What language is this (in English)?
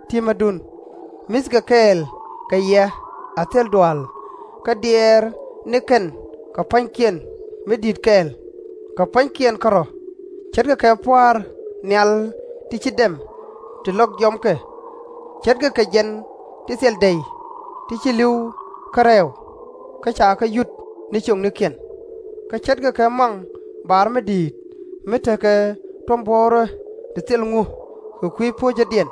Nuer